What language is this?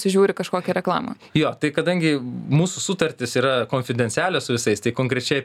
Lithuanian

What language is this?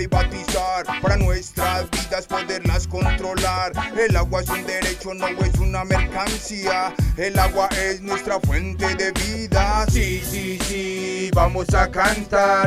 Spanish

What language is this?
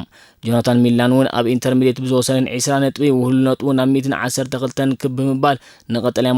Tigrinya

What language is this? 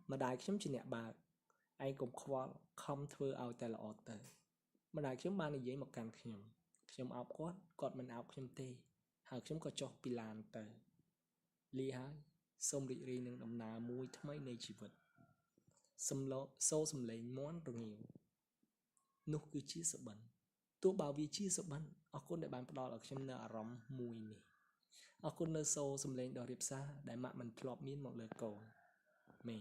Khmer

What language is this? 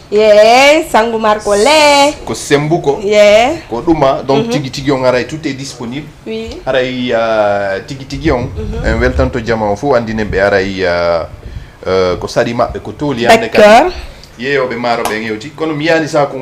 Fula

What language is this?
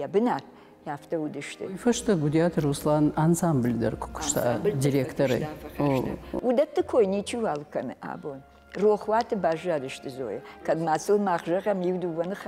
Ossetic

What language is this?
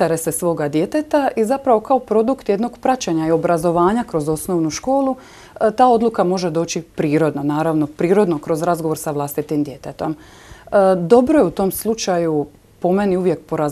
Croatian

